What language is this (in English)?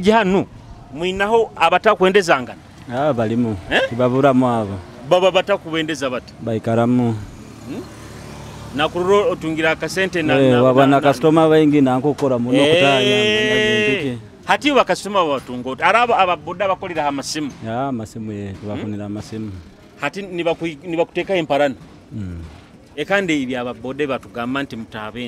Tooro